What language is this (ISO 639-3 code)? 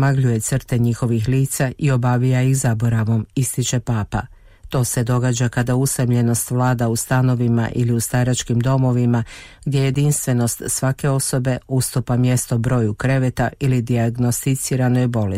hrv